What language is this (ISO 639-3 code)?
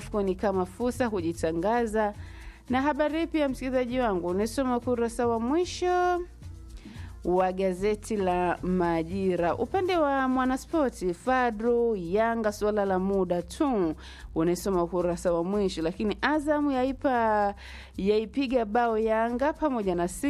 swa